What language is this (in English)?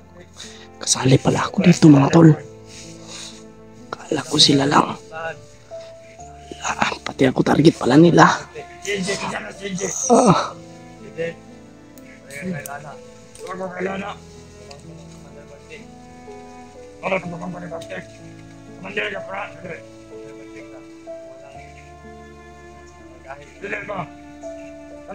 Filipino